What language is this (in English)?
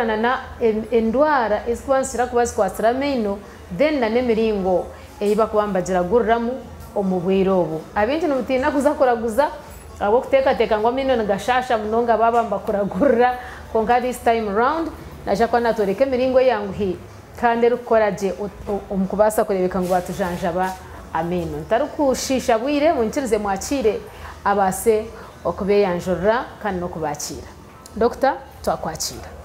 Nyankole